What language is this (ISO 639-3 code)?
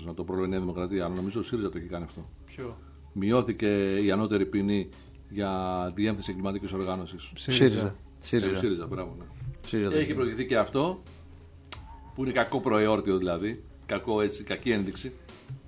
ell